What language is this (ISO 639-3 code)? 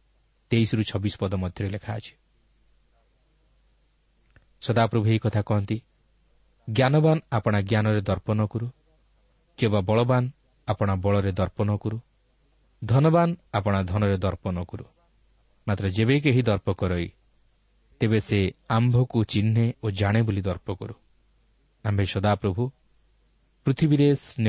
ori